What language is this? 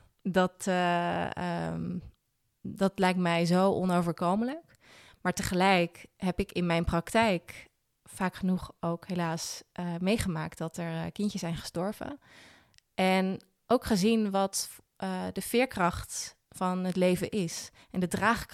Dutch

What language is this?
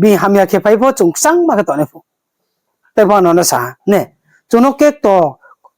Riang (India)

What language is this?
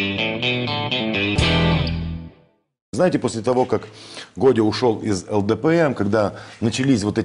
Russian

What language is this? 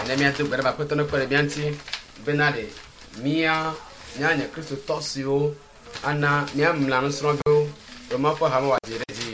Ewe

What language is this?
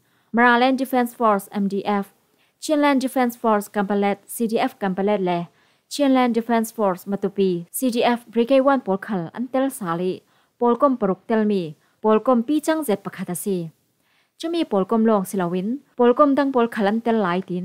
Falam Chin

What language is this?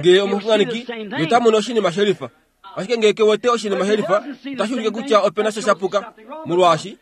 Kuanyama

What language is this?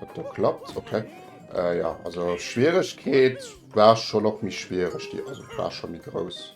Luxembourgish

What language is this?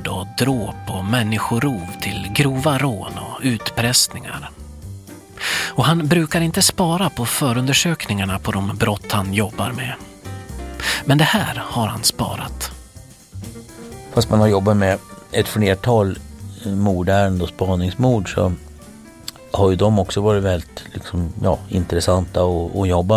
Swedish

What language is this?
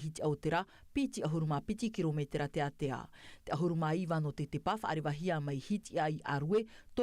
Tahitian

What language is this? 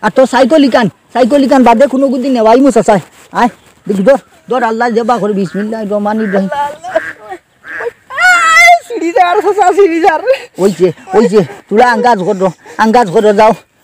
Sylheti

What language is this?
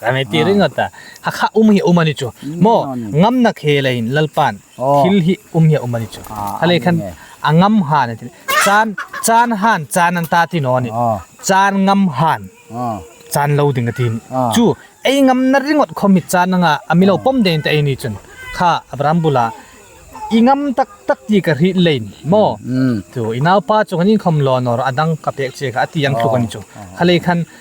Hmar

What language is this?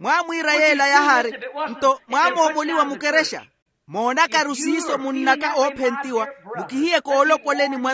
Makhuwa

